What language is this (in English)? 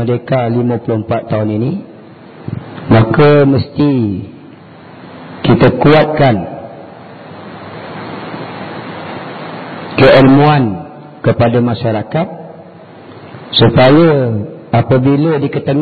Malay